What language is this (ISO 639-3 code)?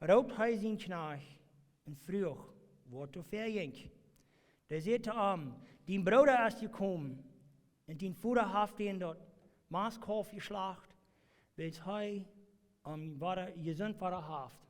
pdt